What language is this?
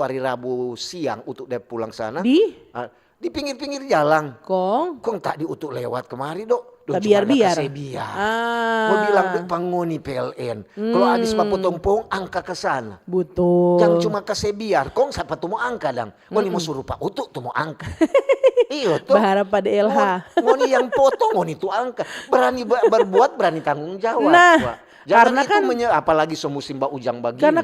Manado Malay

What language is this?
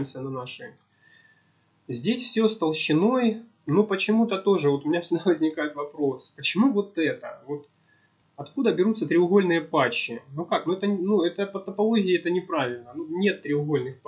Russian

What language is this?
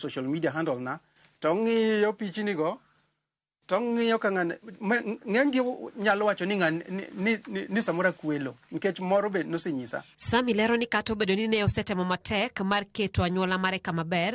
Luo (Kenya and Tanzania)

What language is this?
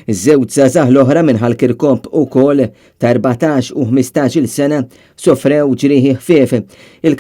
Maltese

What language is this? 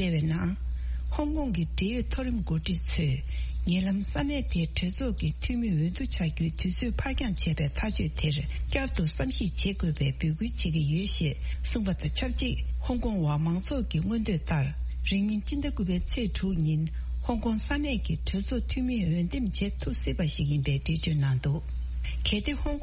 Tibetan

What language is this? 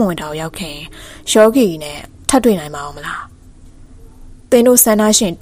Burmese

